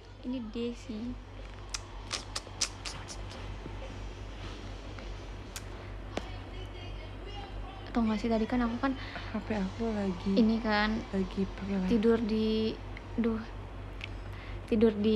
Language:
Indonesian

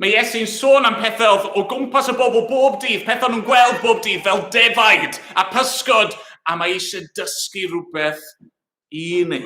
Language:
Welsh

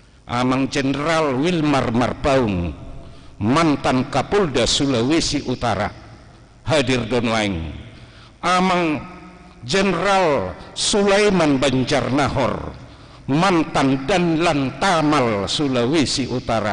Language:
Batak Toba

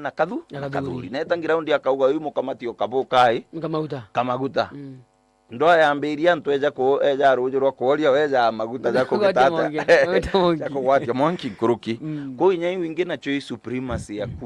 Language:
Meru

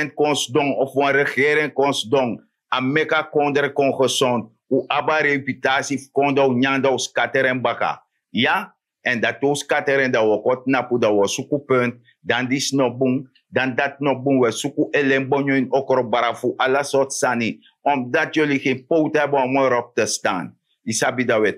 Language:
Sranan Tongo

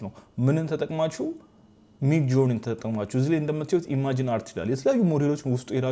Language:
Amharic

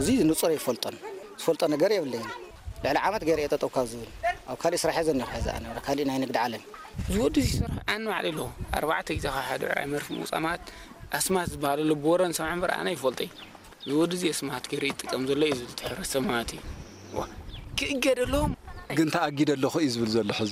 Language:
Tigrinya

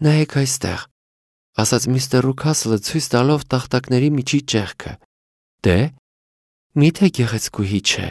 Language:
Armenian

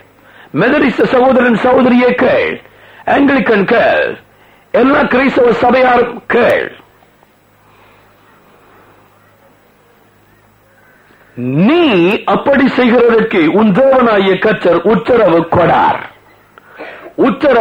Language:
Tamil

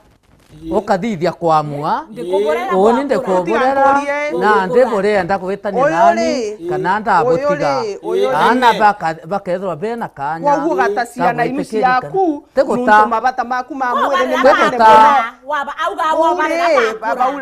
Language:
Meru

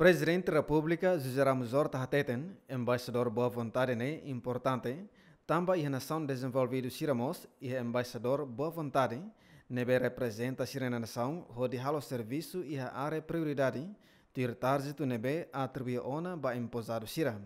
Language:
Tetum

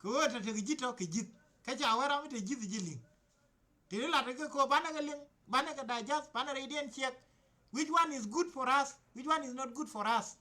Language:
Nuer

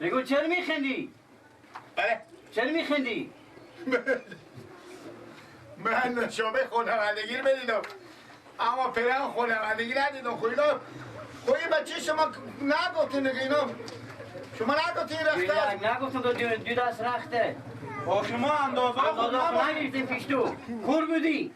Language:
Persian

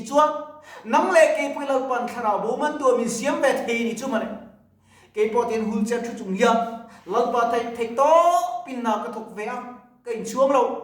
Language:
Mizo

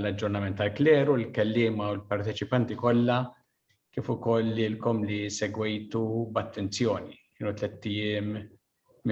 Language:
Maltese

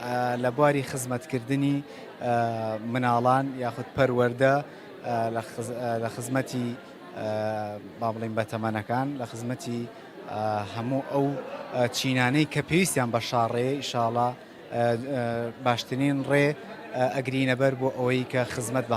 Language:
Central Kurdish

